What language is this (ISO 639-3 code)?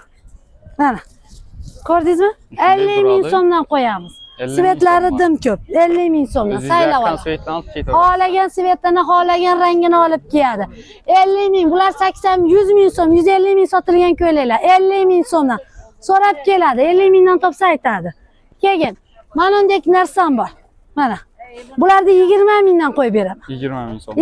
uzb